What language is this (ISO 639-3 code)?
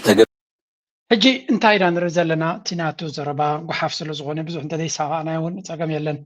tir